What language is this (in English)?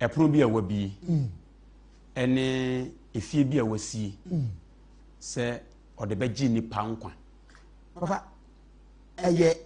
Akan